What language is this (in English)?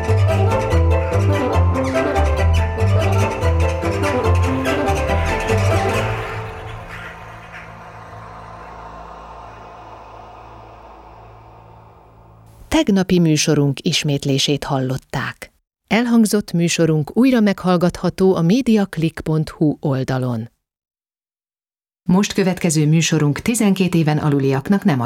Hungarian